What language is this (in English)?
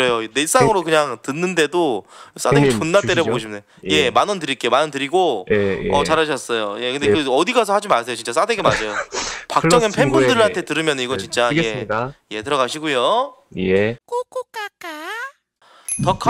Korean